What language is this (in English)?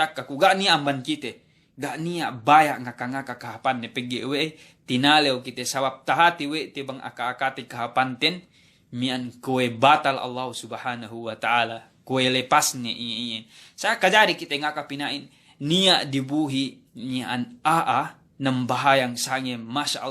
Yakan